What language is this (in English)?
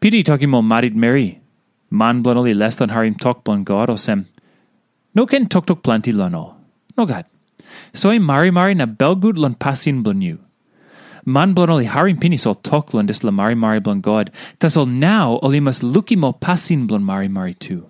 Tok Pisin